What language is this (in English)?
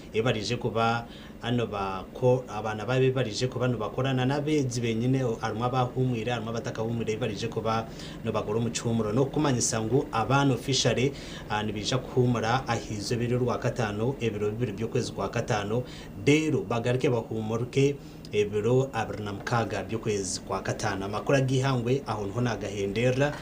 Nyankole